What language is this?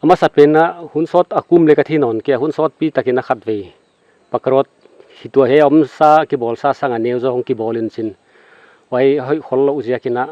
Paite Chin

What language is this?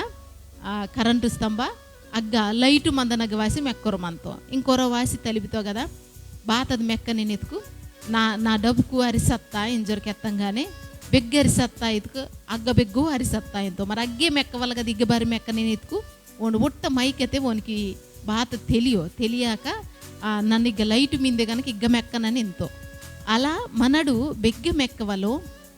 Koya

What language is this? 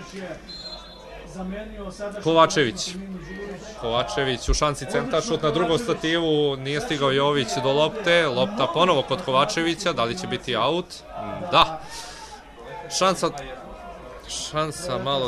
Serbian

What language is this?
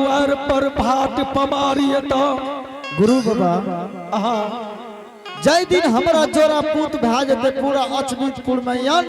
Angika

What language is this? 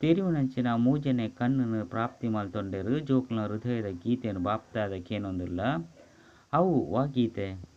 Tulu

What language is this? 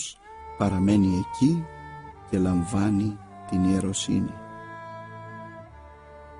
Greek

